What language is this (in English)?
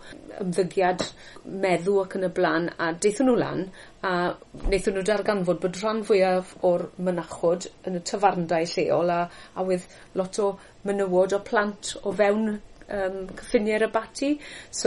Welsh